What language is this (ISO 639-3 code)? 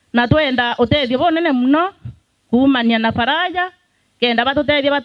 mer